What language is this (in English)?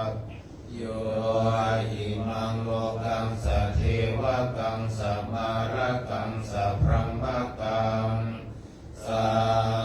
Pali